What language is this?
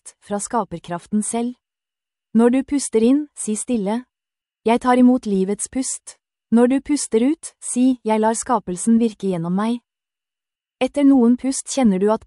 Norwegian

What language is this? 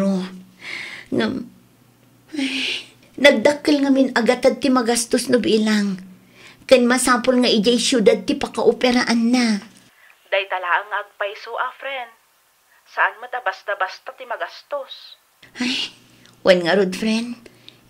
Iloko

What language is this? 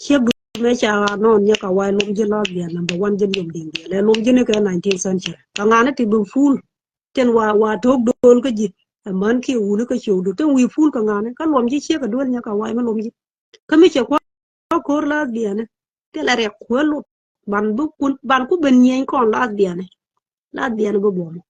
Nuer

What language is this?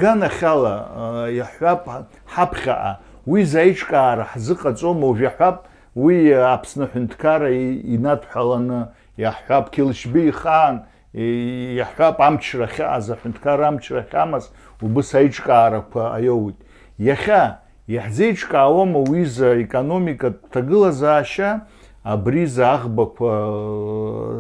Abkhazian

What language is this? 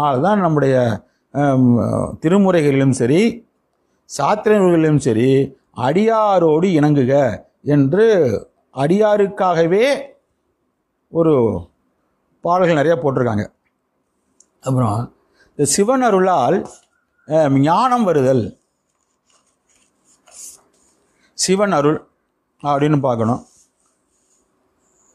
Tamil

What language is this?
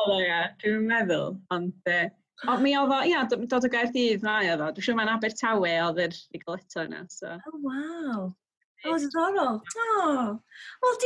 Welsh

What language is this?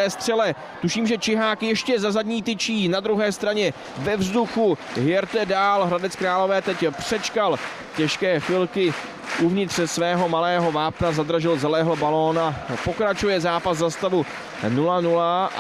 Czech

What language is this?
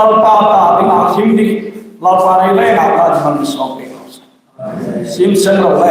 Hmar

